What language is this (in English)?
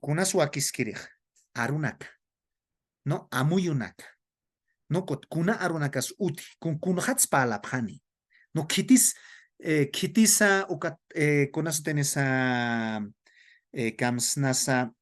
Aymara